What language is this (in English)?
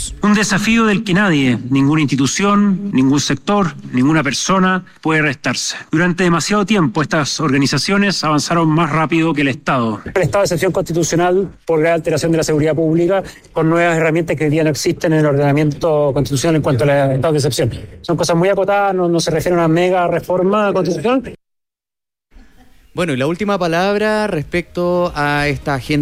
Spanish